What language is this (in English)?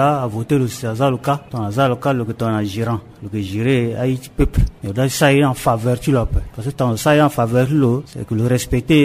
Sango